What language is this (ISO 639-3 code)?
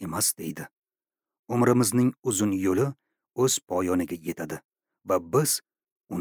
uzb